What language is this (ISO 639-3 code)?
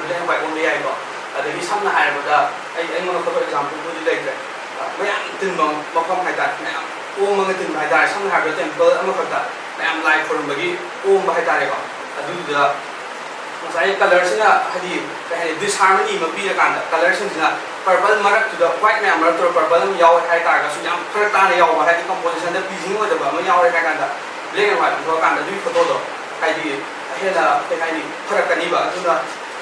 mni